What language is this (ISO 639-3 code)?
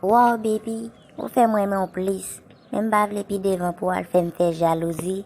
hat